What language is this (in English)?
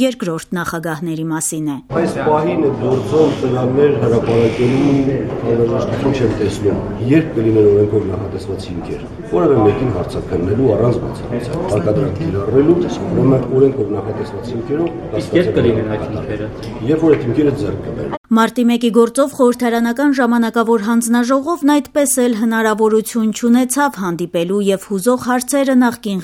Armenian